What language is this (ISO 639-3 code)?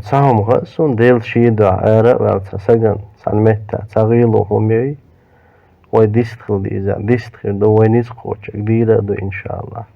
che